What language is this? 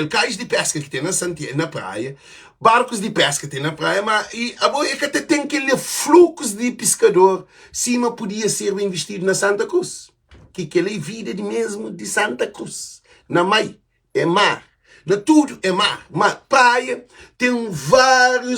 Kabuverdianu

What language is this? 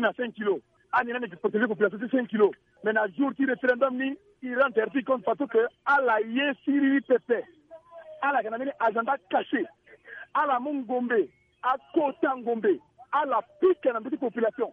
Sango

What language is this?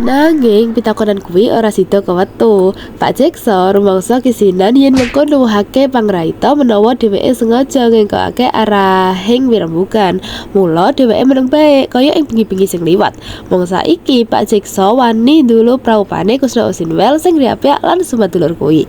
Javanese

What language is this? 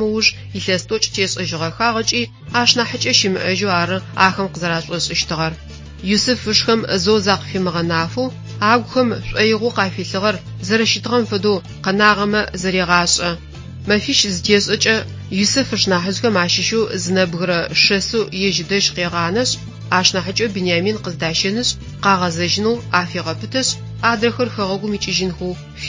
Adyghe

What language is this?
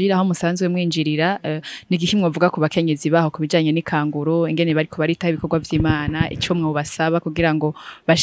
Rundi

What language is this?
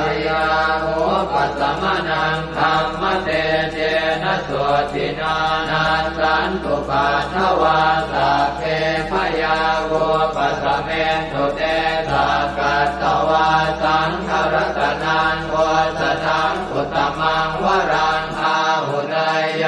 Pali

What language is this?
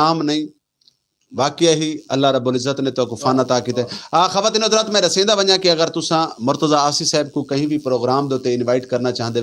Saraiki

